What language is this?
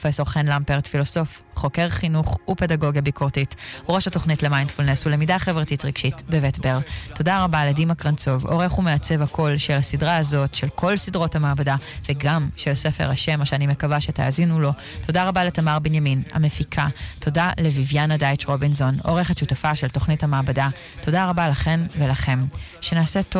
Hebrew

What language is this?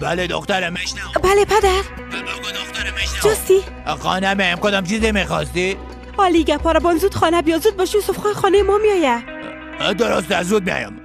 Persian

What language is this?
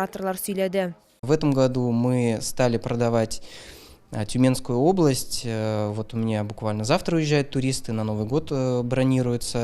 Tatar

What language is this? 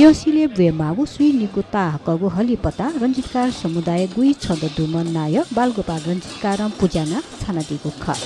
Newari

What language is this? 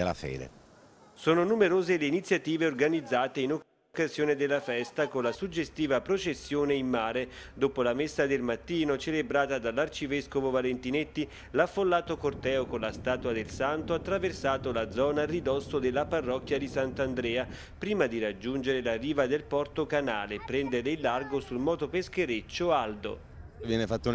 Italian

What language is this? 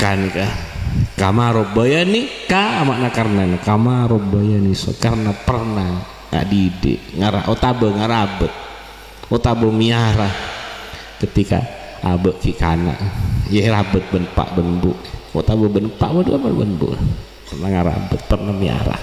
Madurese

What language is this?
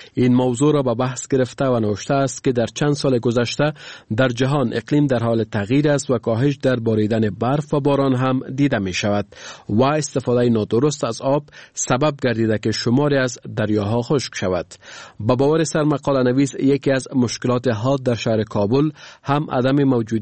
Persian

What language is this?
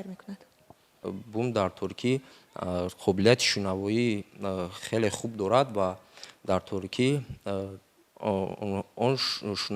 Tajik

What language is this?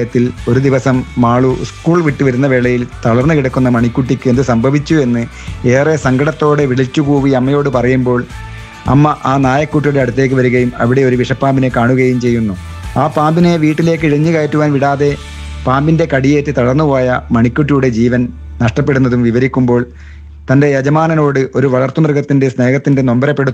Malayalam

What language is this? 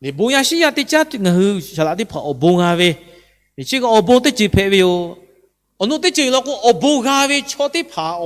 Lahu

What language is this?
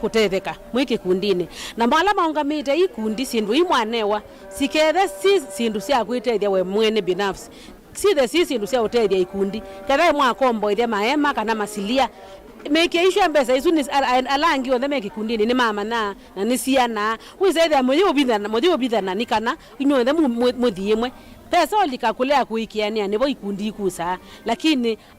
Kamba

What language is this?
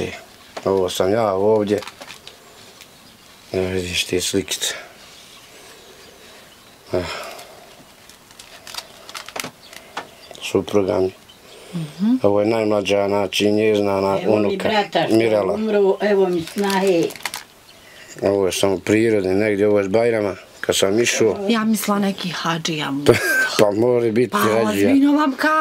Bosnian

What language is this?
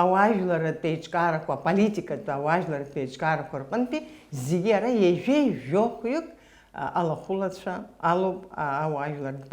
Abkhazian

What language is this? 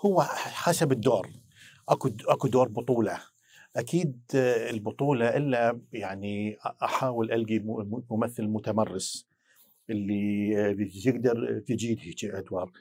Mesopotamian Arabic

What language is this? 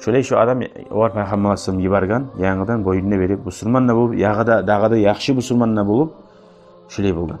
Kumyk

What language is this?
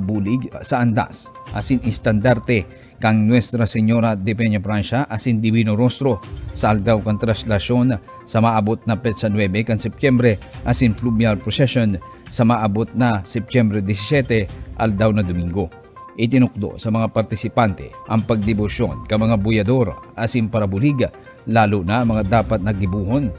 Bikol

